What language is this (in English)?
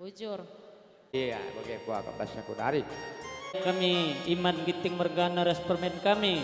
Batak Karo